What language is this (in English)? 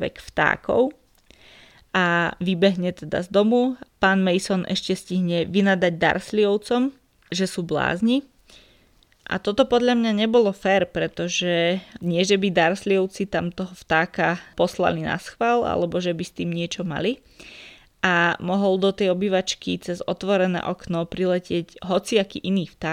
Slovak